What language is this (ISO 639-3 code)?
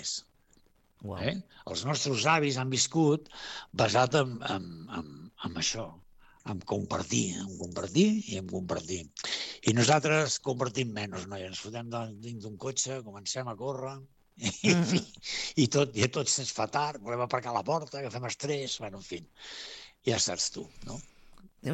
cat